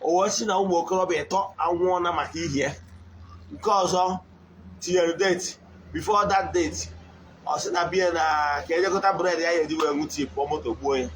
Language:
Igbo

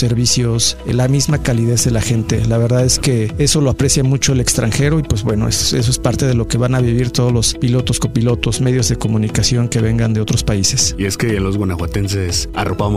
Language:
Spanish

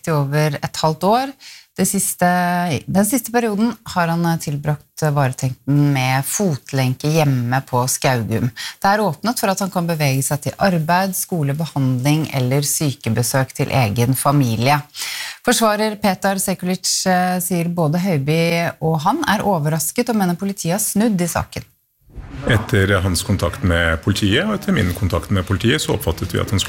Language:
Norwegian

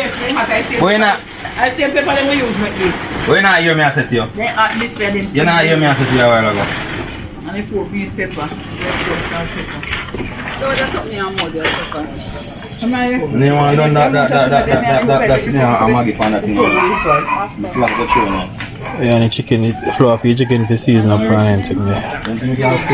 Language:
Jamaican Creole English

